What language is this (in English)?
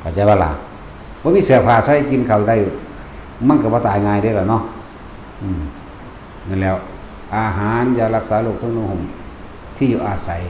Northeastern Thai